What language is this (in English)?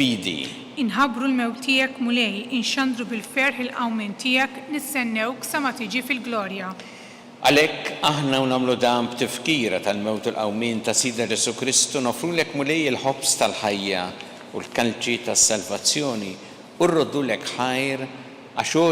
Maltese